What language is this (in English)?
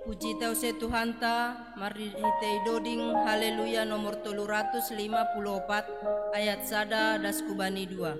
Batak Simalungun